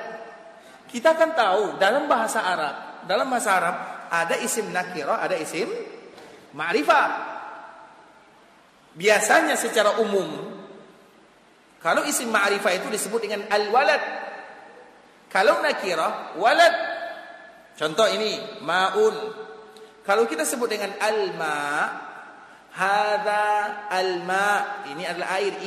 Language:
Indonesian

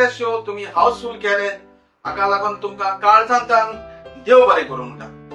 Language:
Konkani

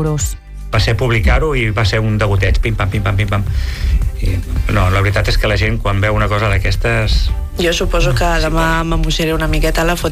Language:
Catalan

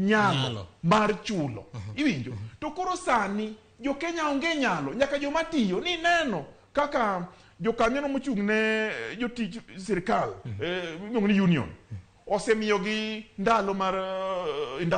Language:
Luo (Kenya and Tanzania)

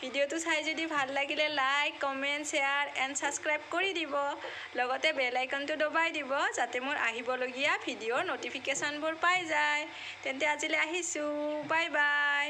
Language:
Assamese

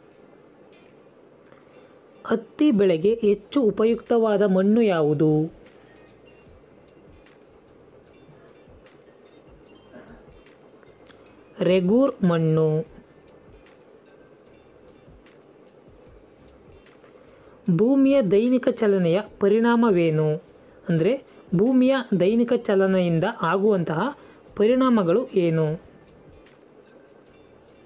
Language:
Kannada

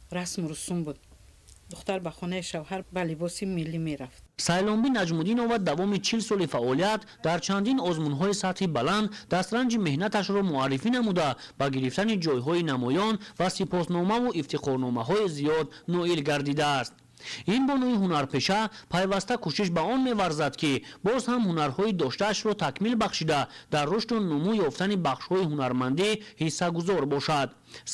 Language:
Tajik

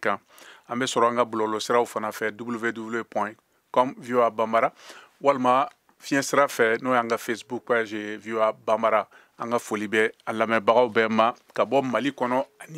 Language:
Bambara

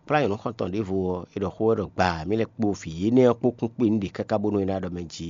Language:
Fon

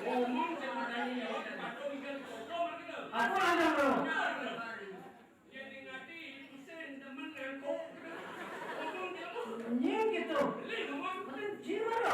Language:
Balinese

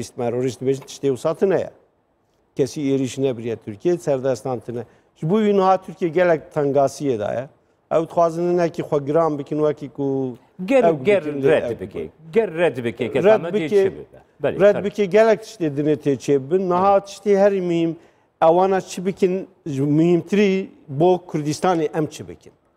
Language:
Kurdish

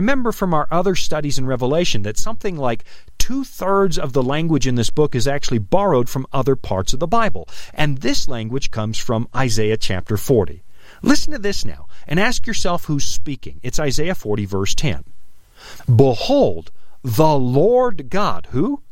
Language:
English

